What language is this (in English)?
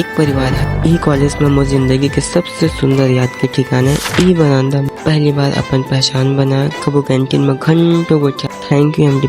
Chhattisgarhi